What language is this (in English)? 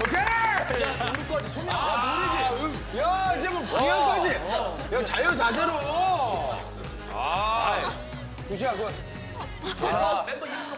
Korean